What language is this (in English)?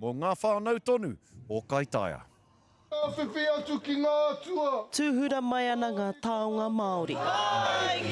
Māori